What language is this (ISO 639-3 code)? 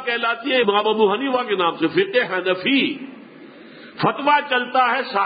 urd